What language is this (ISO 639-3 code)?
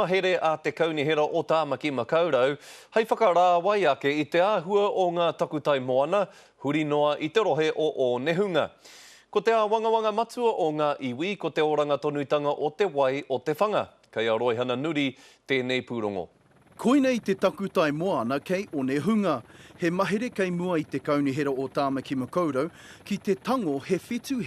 mri